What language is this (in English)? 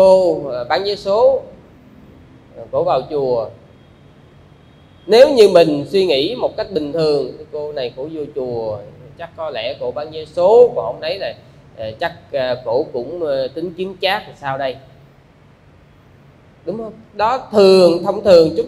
Vietnamese